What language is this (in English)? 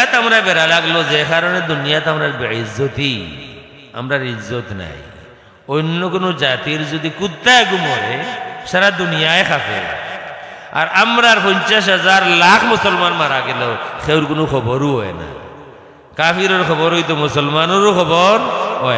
Sylheti